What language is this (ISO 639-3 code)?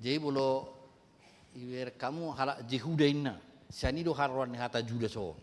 bbc